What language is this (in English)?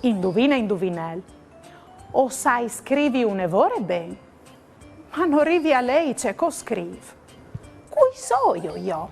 Friulian